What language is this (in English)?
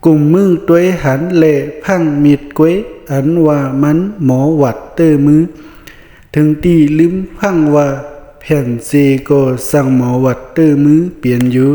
Shan